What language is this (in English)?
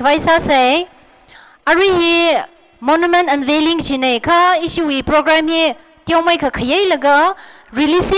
Tangkhul Naga (India)